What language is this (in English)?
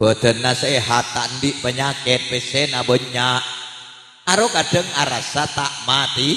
Madurese